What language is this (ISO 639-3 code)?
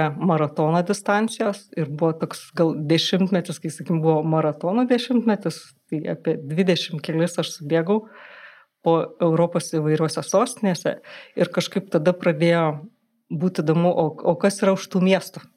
lit